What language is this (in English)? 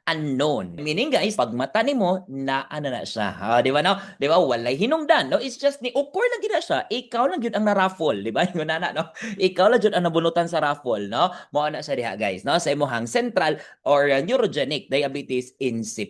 Cebuano